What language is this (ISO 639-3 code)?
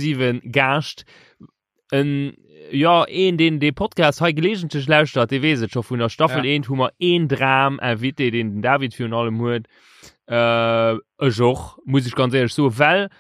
ltz